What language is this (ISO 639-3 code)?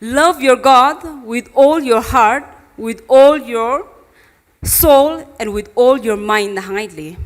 nmf